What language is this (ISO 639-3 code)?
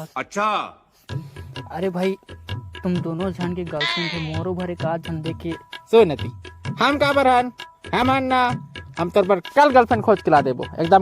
hne